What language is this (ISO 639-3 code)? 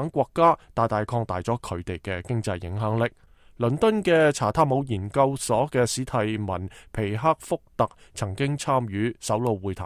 yue